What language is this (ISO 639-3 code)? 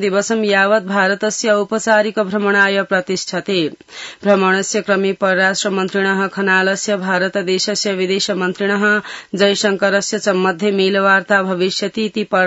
san